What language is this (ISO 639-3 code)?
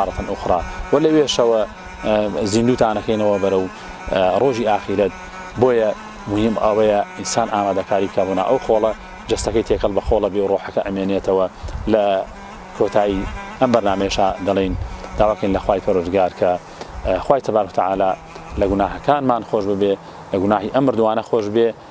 ckb